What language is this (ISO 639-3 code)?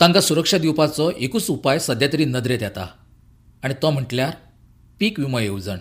kok